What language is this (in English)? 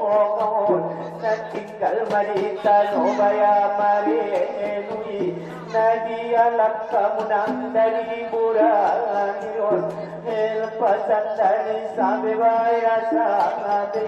Batak Angkola